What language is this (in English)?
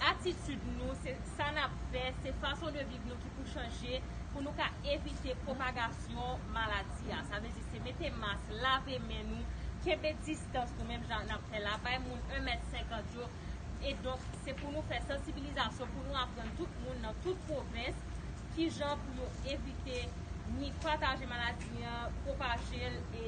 Haitian Creole